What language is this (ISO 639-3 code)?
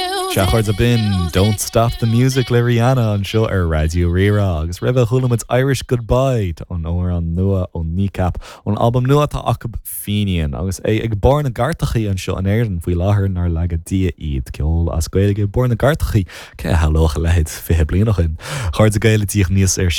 gle